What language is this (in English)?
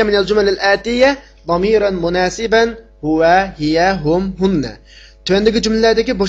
Uyghur